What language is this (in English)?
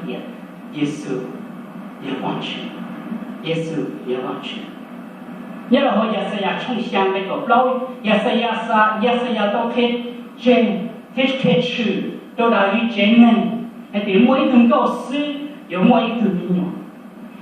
Hmong